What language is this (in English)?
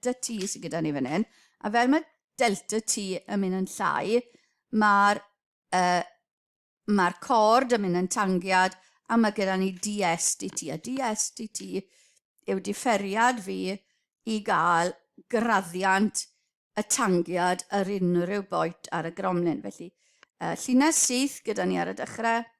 Welsh